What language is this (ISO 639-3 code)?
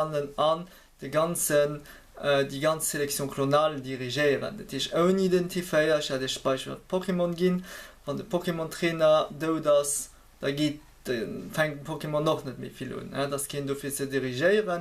ltz